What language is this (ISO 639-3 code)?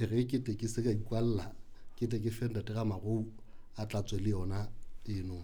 sot